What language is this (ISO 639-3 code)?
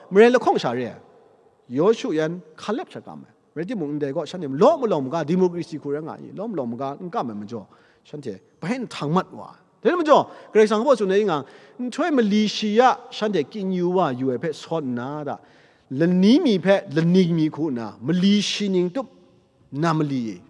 kac